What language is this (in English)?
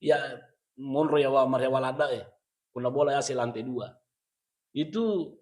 Buginese